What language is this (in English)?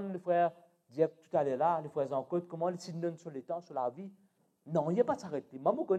Morisyen